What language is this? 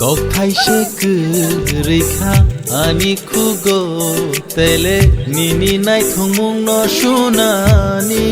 Kok Borok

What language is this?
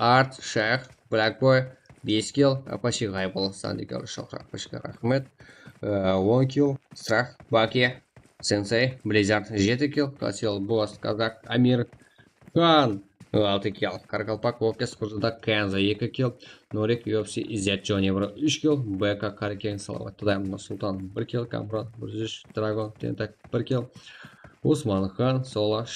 Kara-Kalpak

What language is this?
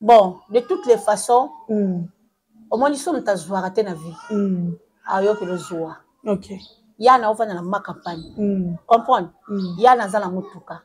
Lingala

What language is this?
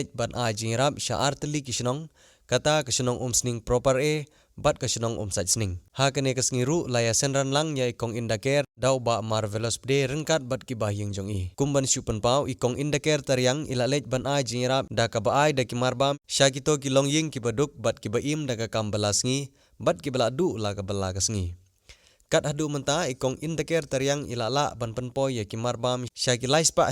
Khasi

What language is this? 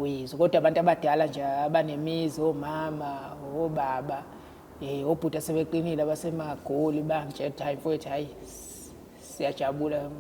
Zulu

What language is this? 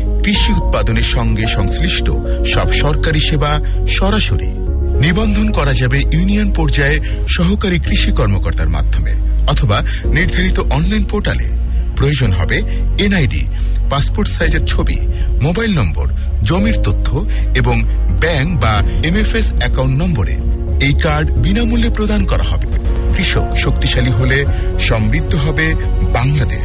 Bangla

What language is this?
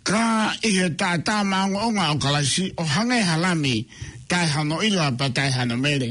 Tongan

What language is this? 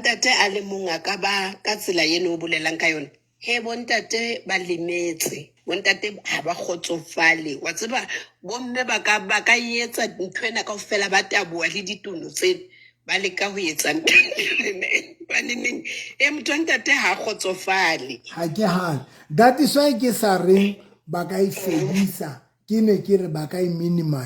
Southern Sotho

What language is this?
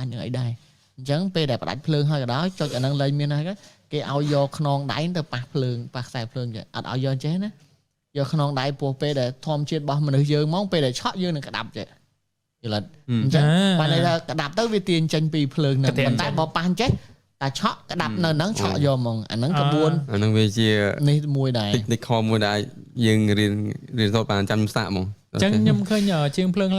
Khmer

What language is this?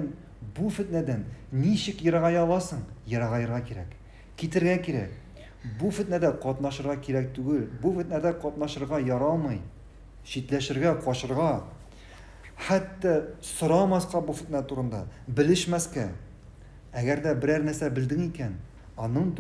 Tatar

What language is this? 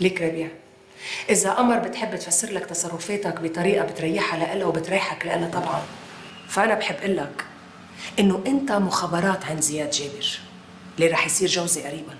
North Levantine Arabic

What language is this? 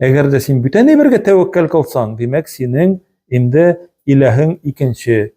Tatar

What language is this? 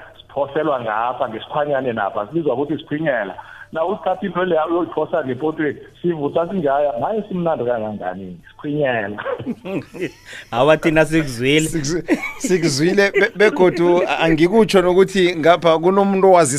South Ndebele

